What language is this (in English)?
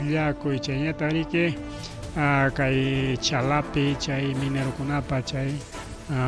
Ayacucho Quechua